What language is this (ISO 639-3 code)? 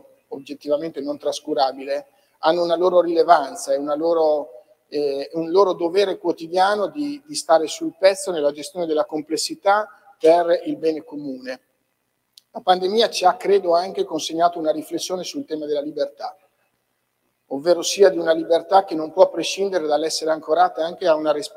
ita